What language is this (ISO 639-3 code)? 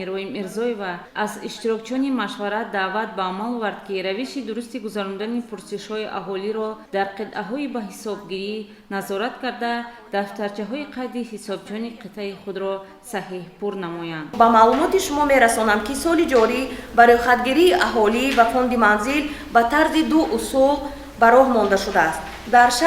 tgk